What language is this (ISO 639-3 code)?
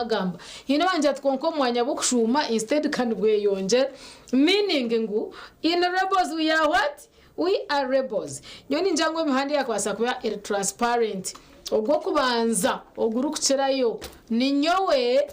nyn